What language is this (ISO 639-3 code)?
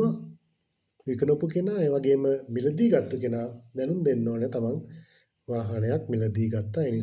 sin